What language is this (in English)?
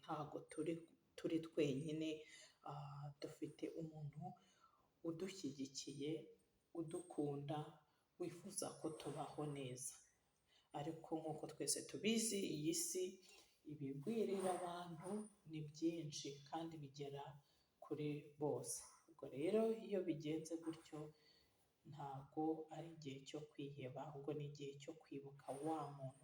Kinyarwanda